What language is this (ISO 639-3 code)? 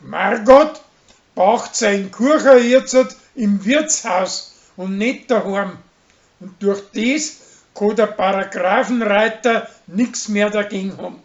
bar